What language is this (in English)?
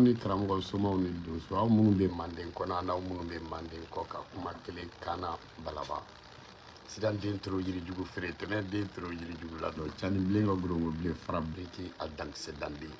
Bambara